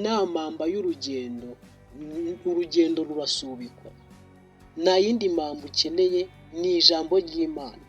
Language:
Kinyarwanda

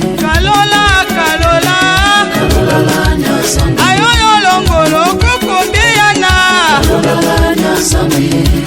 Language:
Tetela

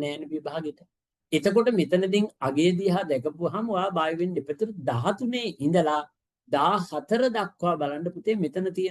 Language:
Sinhala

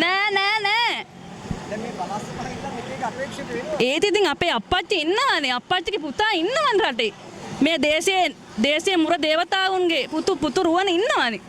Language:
Sinhala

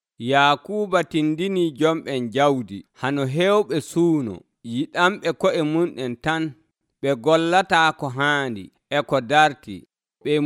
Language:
Nigerian Fulfulde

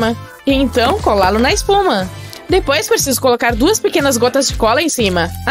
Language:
Portuguese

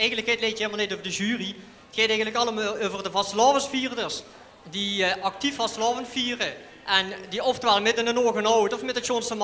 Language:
Limburgish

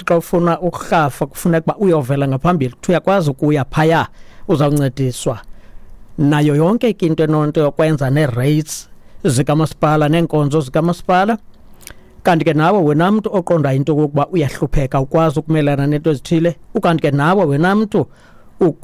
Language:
Xhosa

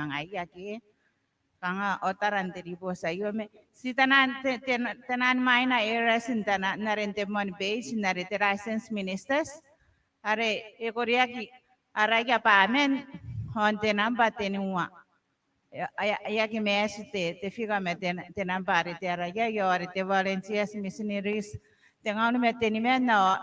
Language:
Gilbertese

